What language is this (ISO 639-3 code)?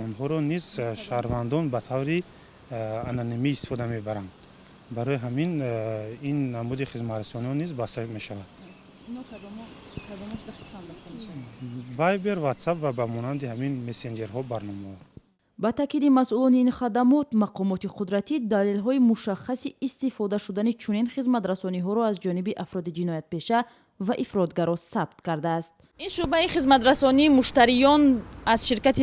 tgk